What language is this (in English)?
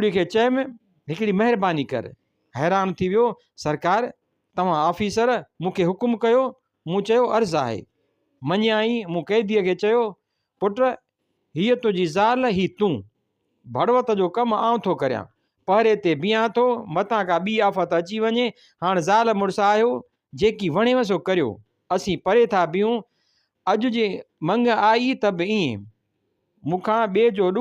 Sindhi